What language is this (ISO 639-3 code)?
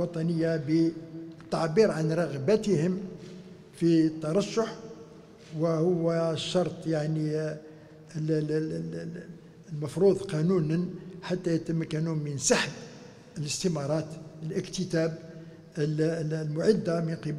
ara